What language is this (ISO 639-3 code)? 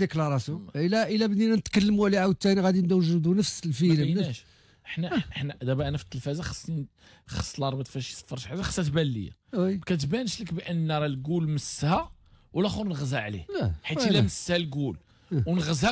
ary